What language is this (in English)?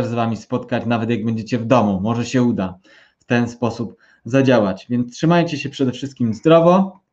Polish